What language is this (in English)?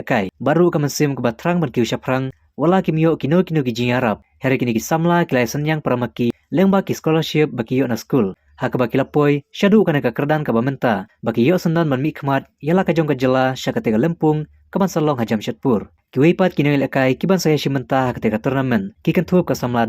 Khasi